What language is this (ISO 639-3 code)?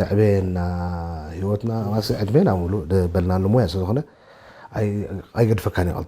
tir